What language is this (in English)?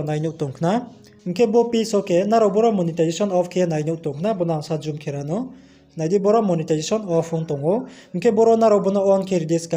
Riang (India)